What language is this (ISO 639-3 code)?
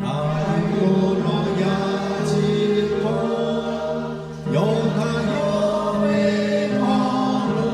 lhu